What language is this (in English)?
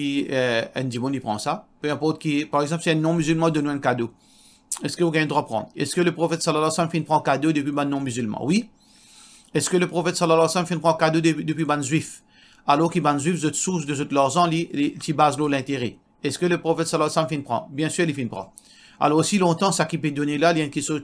Morisyen